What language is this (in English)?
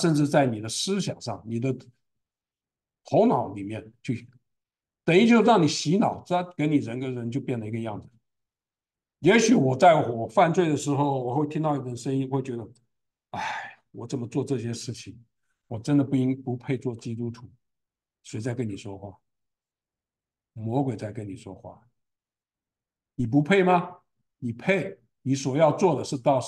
Chinese